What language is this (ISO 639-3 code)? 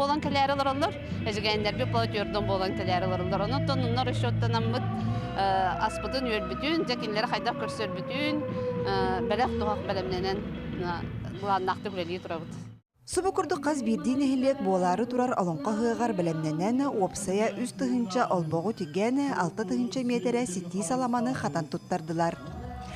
sah